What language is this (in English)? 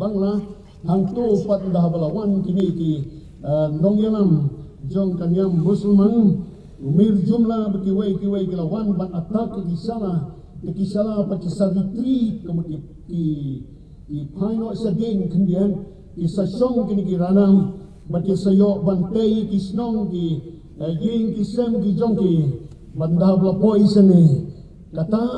Khasi